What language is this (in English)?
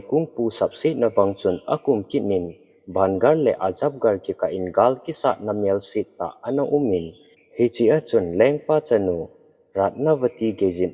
Thado Chin